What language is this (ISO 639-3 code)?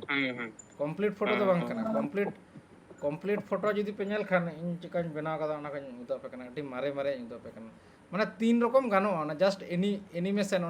sat